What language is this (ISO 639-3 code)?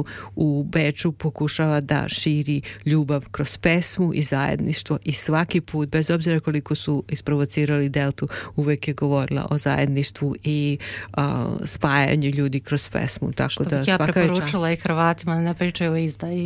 srp